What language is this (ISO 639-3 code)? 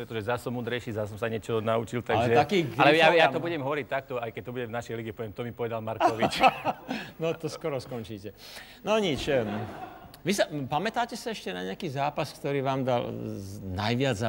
slk